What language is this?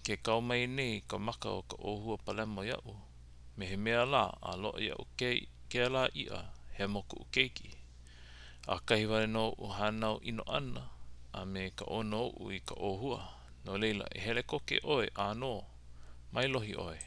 Hawaiian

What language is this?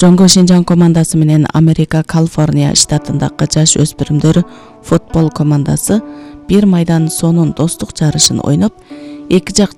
Kyrgyz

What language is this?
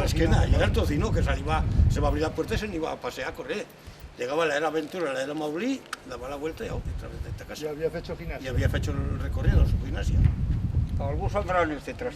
Aragonese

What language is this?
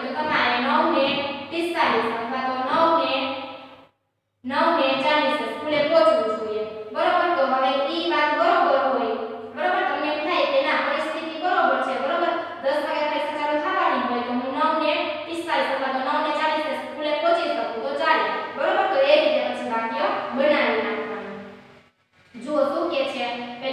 Gujarati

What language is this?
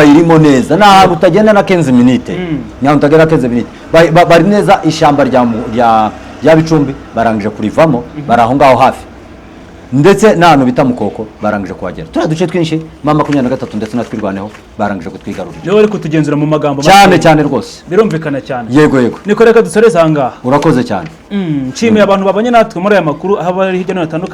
Kinyarwanda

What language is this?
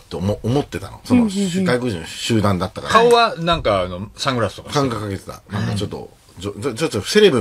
Japanese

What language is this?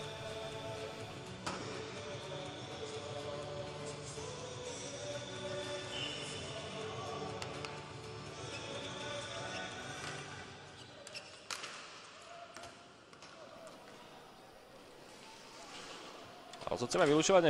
Slovak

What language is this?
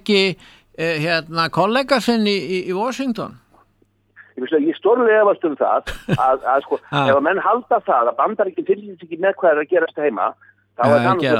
Icelandic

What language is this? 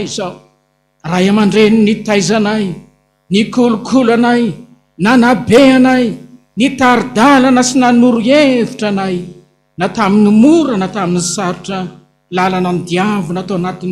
Malagasy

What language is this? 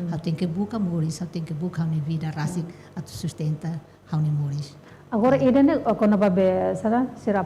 Tetum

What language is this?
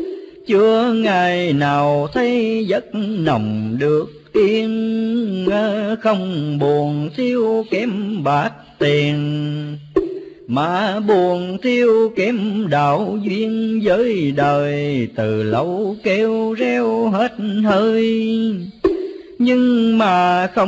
Vietnamese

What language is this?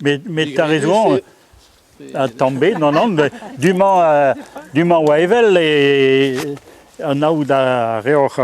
Breton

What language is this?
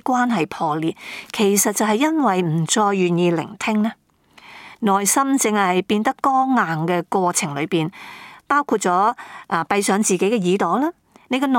Cantonese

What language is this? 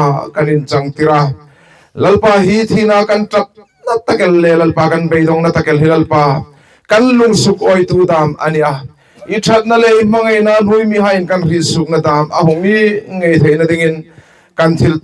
Hmar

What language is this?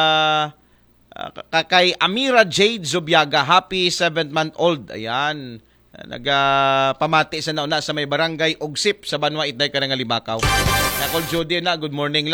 Aklanon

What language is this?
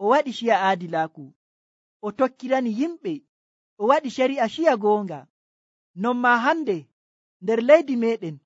Nigerian Fulfulde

